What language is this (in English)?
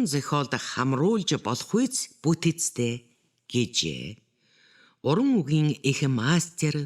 Mongolian